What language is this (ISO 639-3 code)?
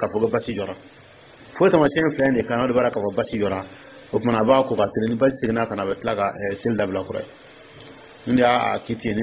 dyu